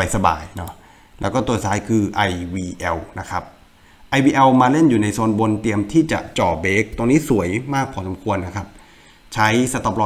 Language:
Thai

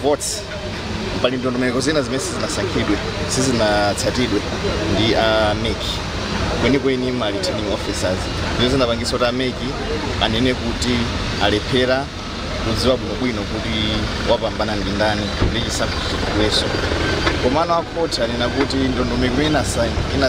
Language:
Nyanja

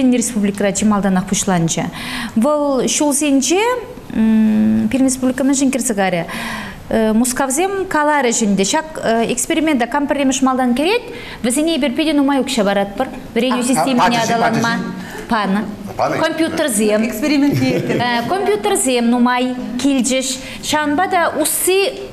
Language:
Chuvash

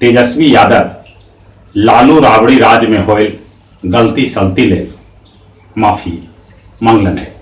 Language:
Magahi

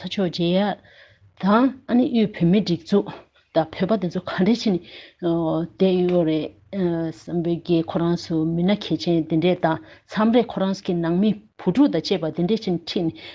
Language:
Tibetan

